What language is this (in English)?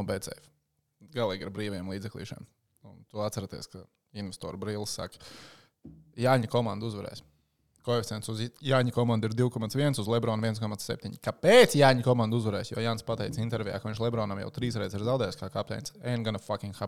Latvian